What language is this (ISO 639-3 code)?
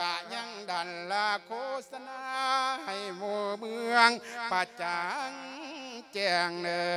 lao